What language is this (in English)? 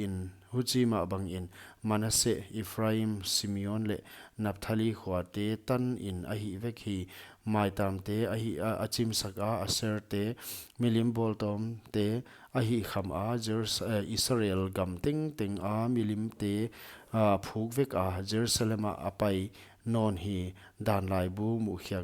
Paite Chin